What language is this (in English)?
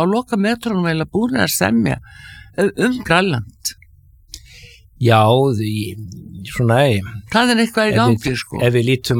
Icelandic